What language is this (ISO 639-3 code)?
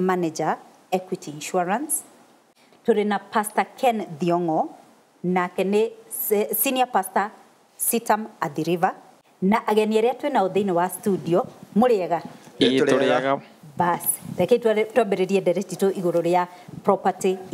kik